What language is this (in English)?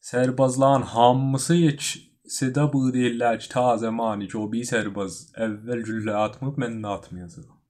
South Azerbaijani